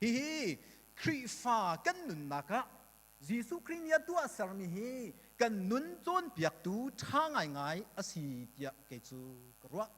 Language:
Hakha Chin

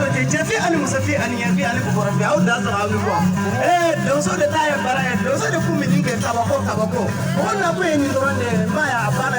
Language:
Bambara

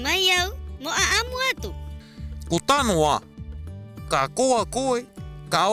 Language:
Rapanui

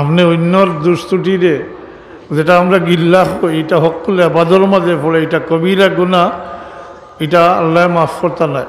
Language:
Sylheti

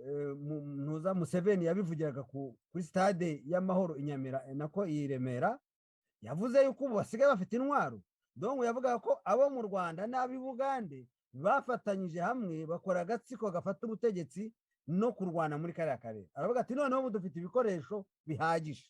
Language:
Kinyarwanda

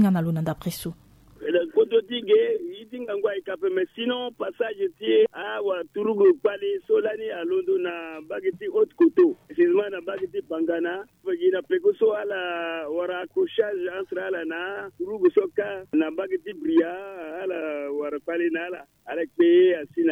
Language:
Sango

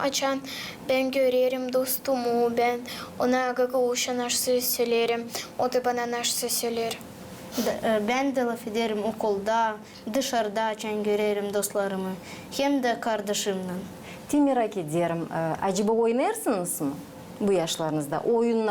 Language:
Gagauz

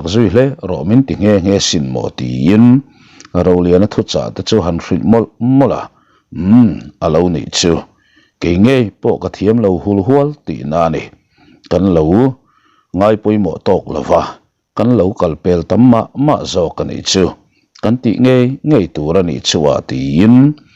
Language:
Mizo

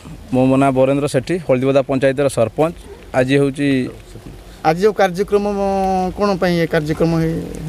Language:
Odia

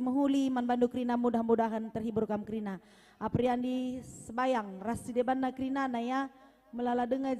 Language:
Batak Karo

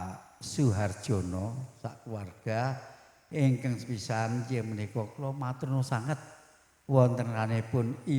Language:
Javanese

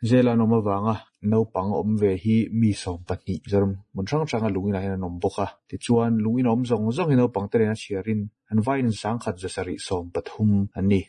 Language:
Mizo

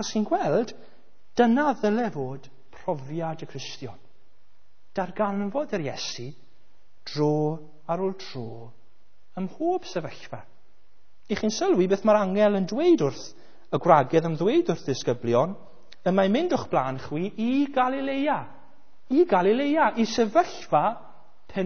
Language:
Welsh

